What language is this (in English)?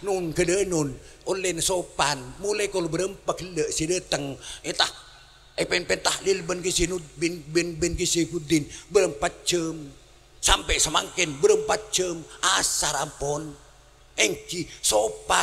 Madurese